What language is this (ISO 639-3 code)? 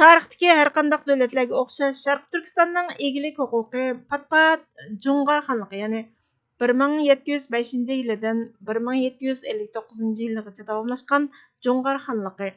uig